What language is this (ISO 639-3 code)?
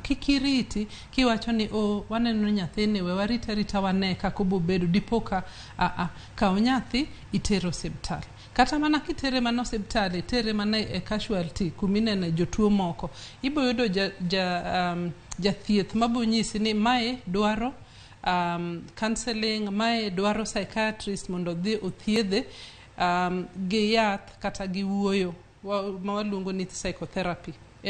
luo